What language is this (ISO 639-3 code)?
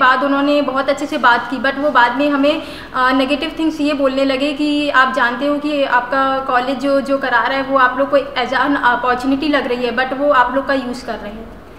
hin